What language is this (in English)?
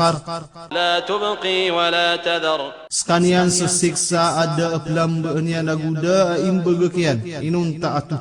Maranao